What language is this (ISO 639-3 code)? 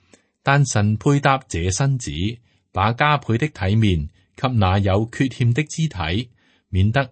yue